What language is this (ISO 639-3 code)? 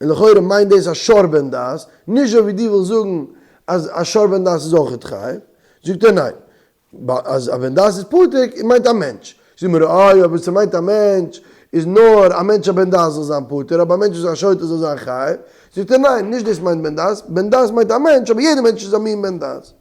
yid